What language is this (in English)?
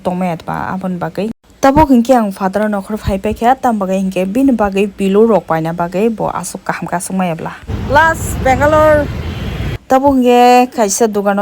Kok Borok